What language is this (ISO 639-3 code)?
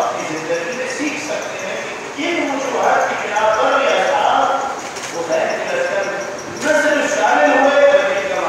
urd